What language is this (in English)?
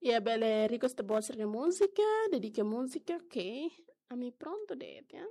Tetum